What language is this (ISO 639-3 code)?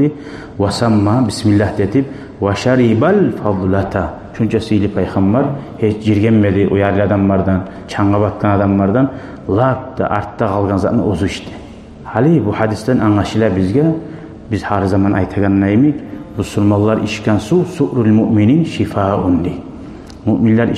kum